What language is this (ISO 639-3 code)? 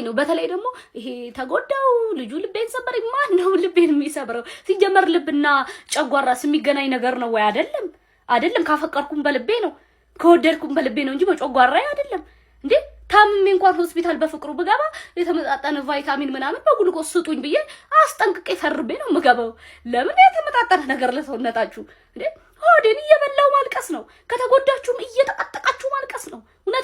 amh